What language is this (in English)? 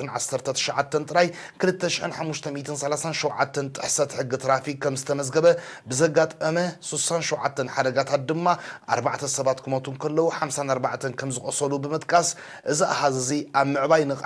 Tigrinya